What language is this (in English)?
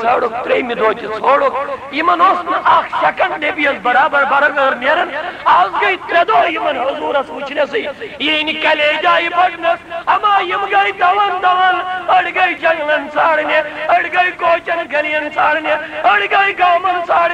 Kashmiri